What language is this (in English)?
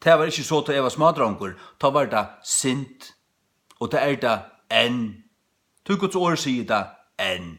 Faroese